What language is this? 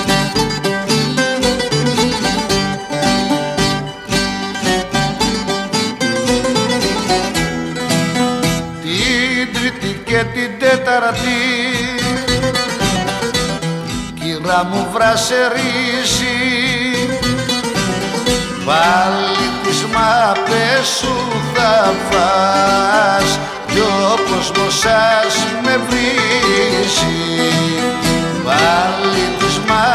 Greek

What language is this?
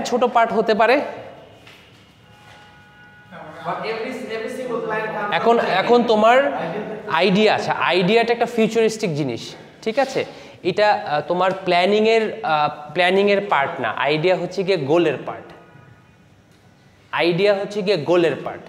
Bangla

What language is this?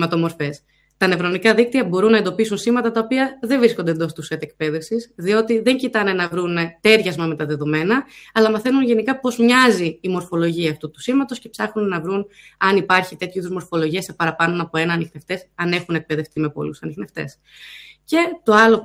Greek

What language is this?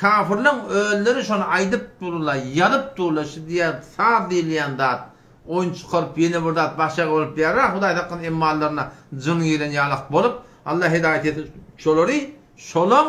Turkmen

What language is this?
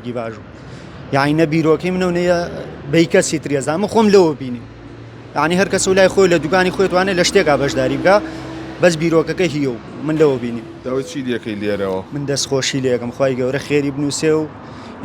Central Kurdish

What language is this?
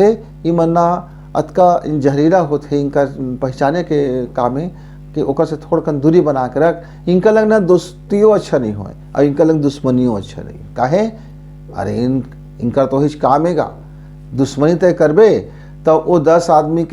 Chhattisgarhi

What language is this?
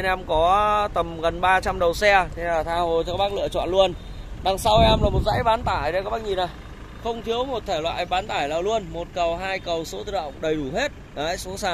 Vietnamese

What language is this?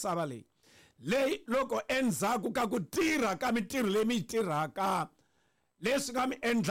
Tsonga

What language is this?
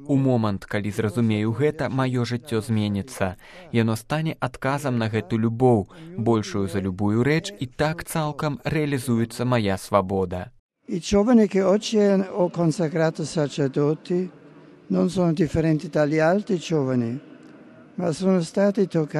Belarusian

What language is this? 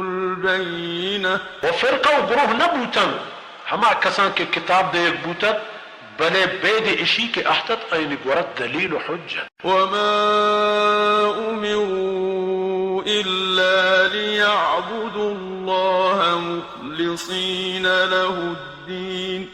Baluchi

